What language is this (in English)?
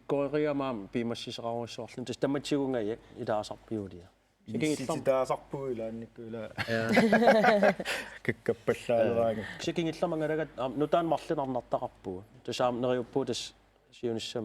Kalaallisut